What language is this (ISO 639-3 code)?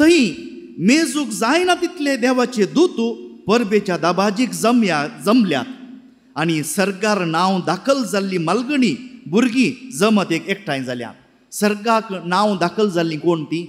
kok